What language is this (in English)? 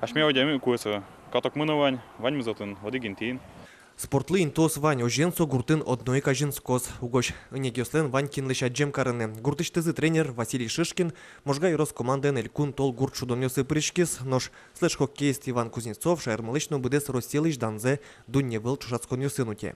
Udmurt